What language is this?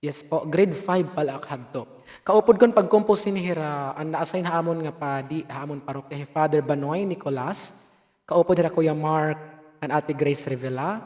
Waray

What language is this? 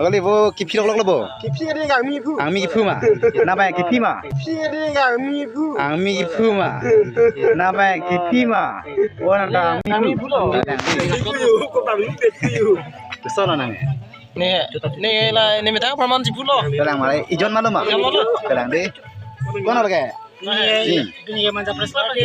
Karbi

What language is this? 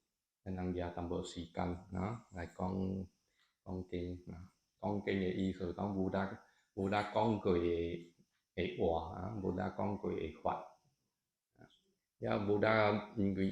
Min Nan Chinese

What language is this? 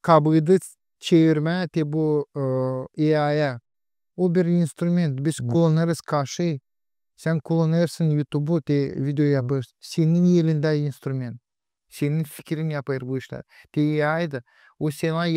Gagauz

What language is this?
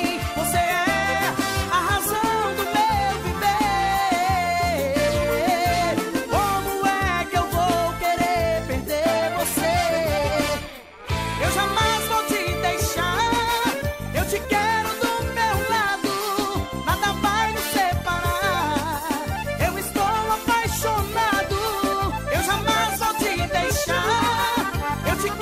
Portuguese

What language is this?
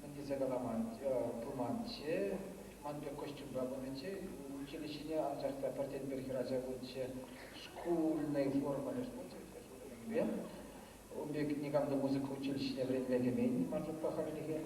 Chuvash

